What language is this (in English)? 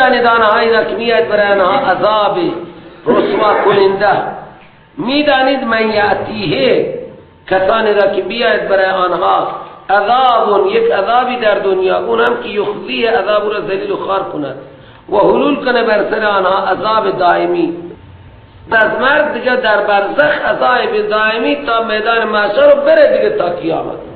Persian